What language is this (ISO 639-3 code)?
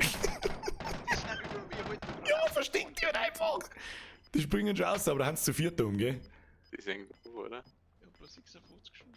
bar